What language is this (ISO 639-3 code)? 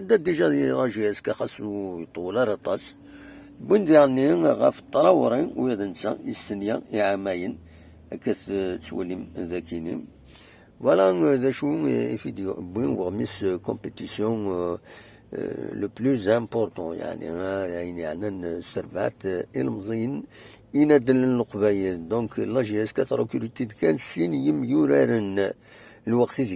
kab